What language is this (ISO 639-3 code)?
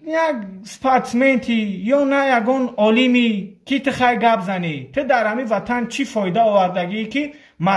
tgk